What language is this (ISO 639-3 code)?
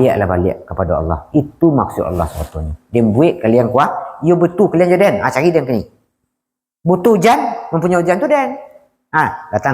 min